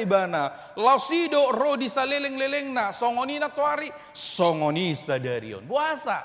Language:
Batak Toba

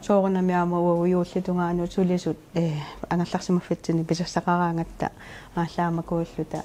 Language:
Kalaallisut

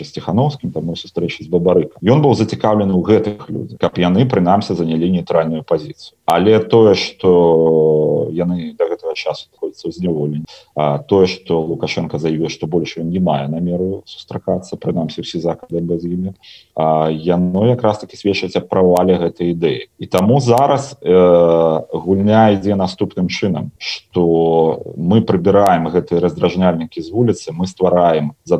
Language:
Belarusian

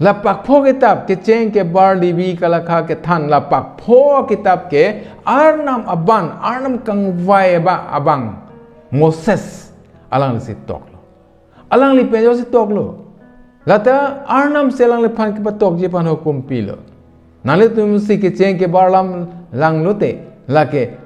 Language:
Karbi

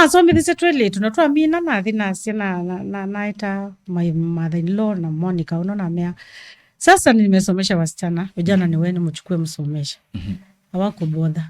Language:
Kamba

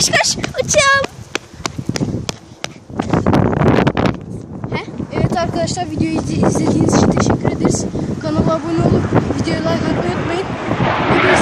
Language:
Turkish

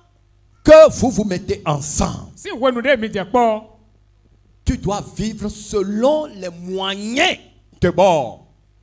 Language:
French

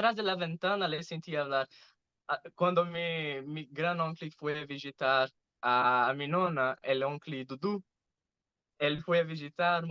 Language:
Ladino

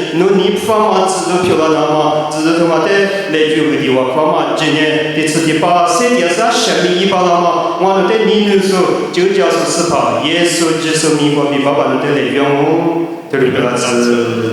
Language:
Lisu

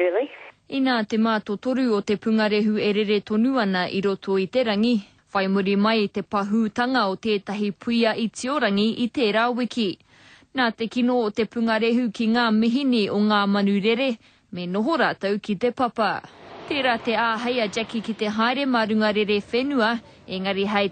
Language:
Māori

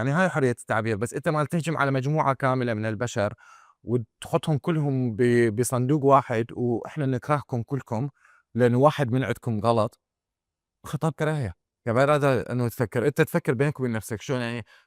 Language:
Mesopotamian Arabic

